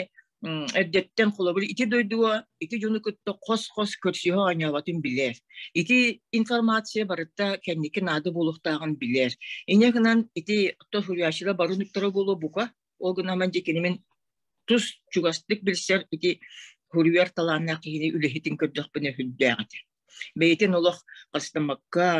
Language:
Yakut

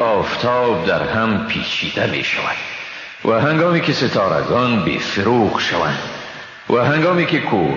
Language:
Persian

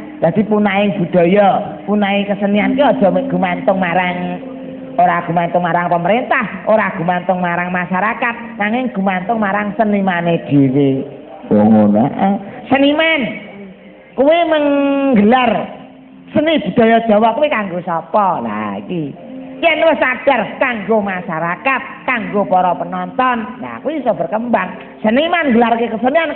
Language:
Javanese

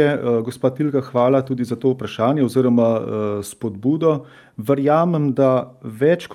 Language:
Slovenian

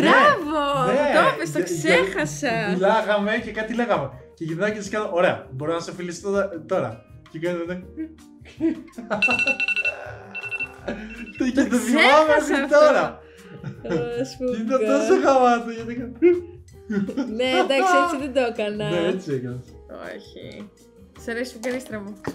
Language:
Greek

